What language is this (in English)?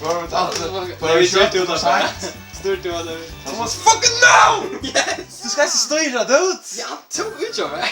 Faroese